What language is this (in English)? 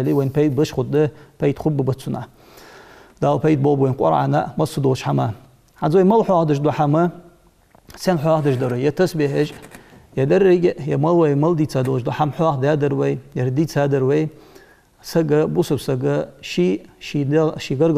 Ingush